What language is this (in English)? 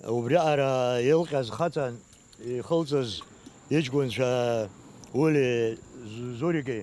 Abkhazian